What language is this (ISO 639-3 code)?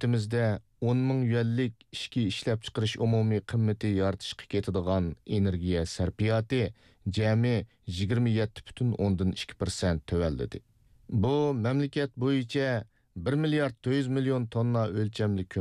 uig